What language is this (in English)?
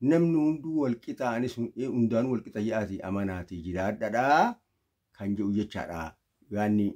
Oromo